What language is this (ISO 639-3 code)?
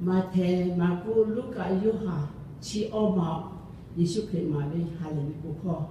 lhu